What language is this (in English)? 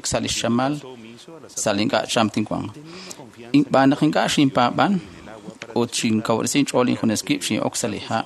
Kekchí